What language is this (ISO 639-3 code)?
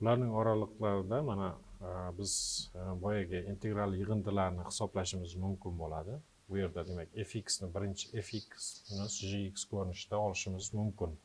uzb